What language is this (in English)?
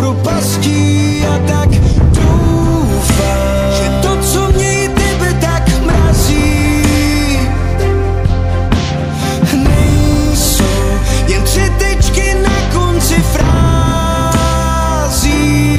Czech